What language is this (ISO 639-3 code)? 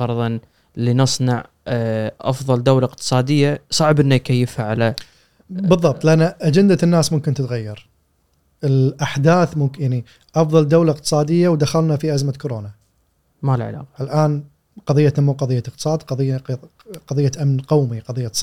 afb